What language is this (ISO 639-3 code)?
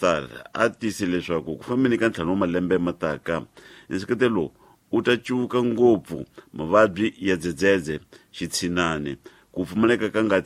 tso